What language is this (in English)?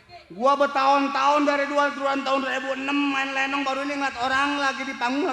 Betawi